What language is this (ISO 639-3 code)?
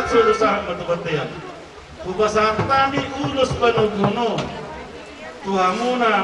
bbc